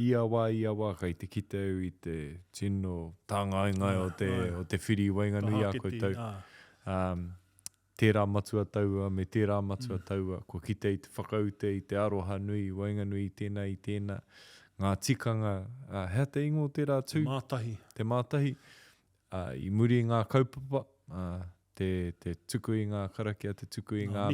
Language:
Māori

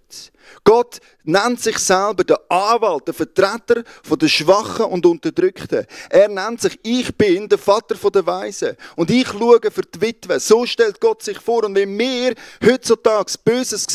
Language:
Swiss German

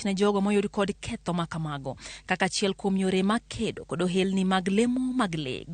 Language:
Luo (Kenya and Tanzania)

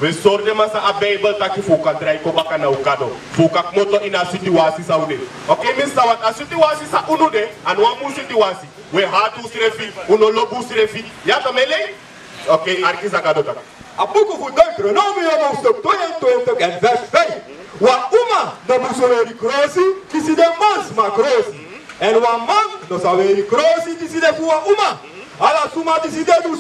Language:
Sranan Tongo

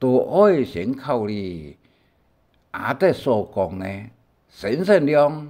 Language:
Hakka Chinese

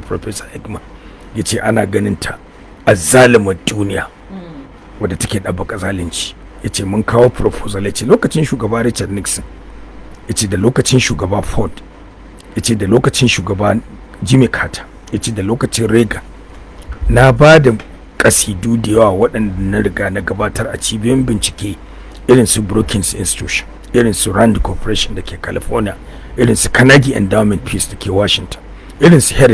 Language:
Hausa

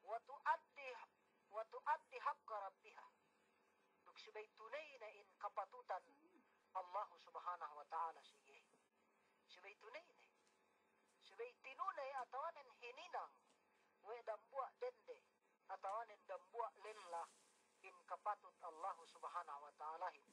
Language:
Yakan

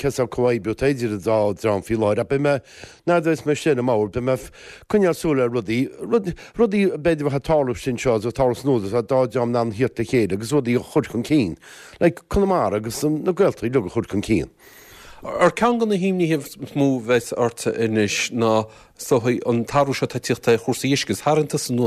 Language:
Irish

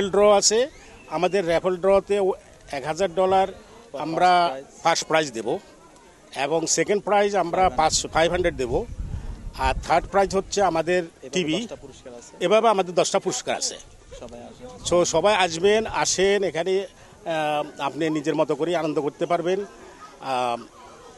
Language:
Bangla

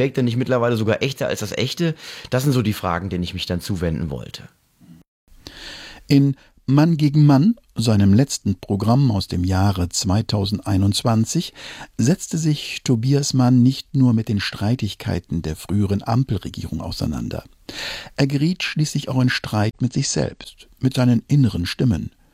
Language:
German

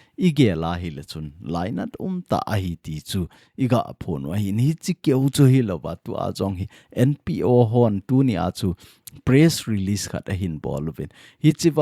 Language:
Thado Chin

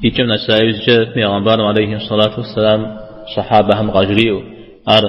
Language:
Kabardian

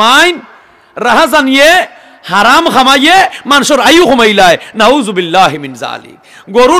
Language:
Sylheti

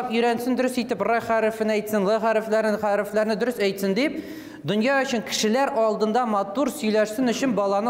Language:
Tatar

